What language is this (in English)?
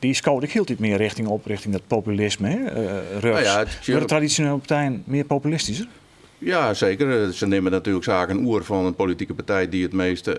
Western Frisian